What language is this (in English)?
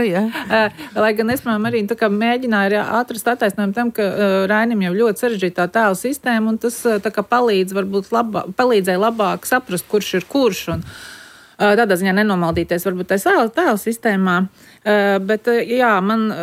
Latvian